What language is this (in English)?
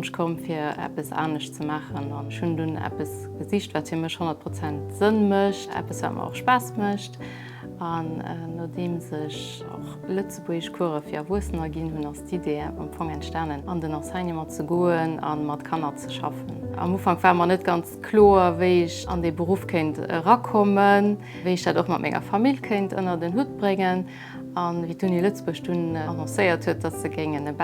Luxembourgish